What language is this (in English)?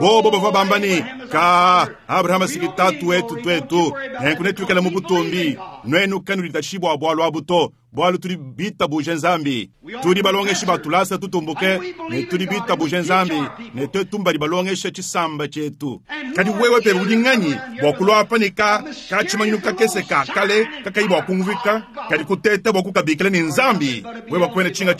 Luba-Lulua